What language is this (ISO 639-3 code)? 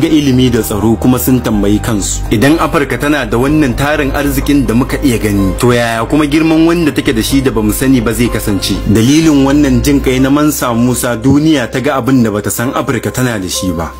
hau